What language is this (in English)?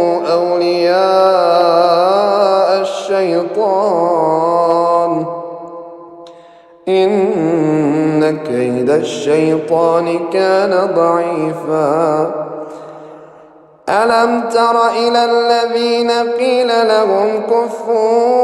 Arabic